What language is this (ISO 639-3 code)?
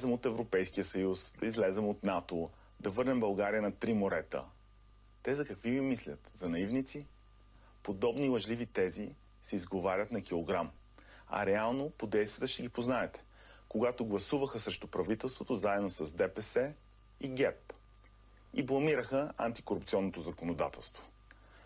bul